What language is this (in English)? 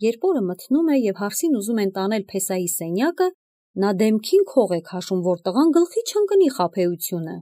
Armenian